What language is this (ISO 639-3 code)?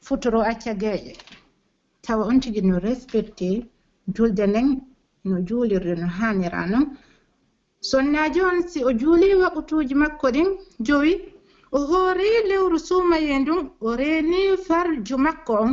fuf